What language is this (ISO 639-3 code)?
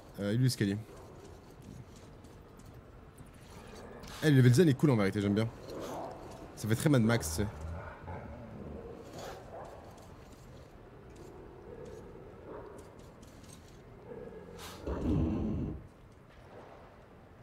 fra